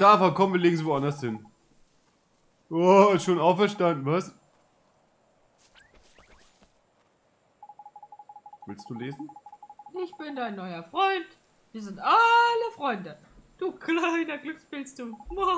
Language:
German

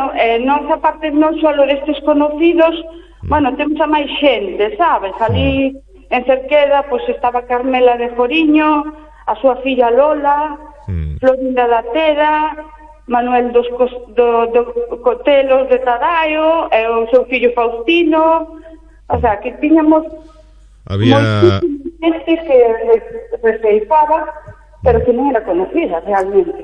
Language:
Galician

